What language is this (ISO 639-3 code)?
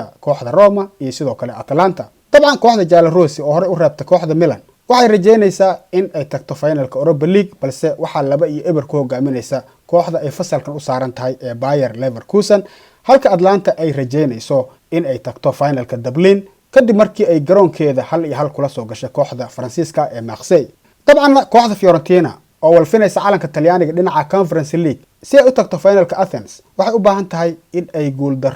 som